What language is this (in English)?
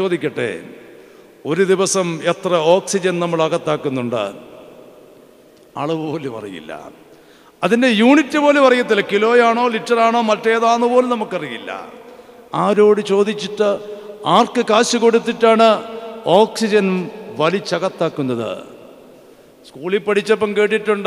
Malayalam